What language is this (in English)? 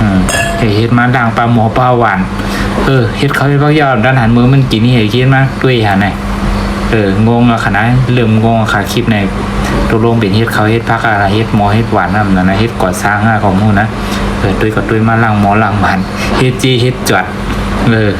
Shan